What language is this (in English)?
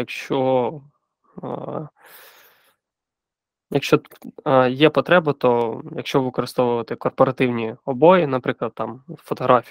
Ukrainian